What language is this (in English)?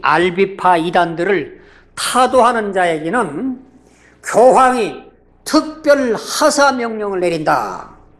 Korean